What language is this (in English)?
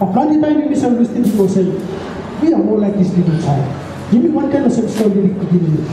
Tok Pisin